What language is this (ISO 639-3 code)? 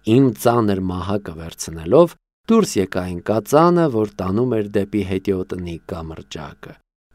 hye